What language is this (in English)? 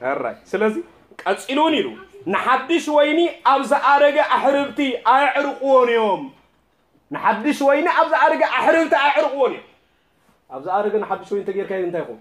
Tigrinya